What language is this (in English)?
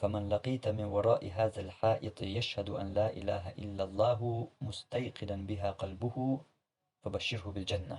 Chechen